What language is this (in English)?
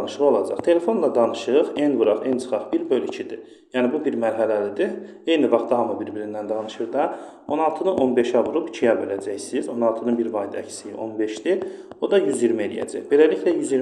Azerbaijani